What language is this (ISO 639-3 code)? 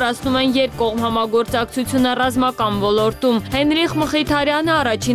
hye